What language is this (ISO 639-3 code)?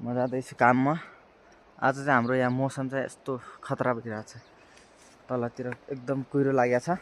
nep